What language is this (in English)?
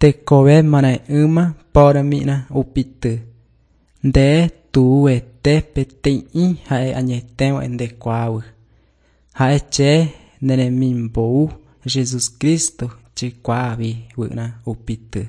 Guarani